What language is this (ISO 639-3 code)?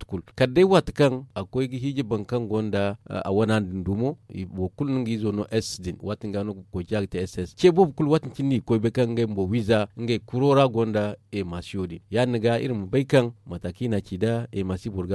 dje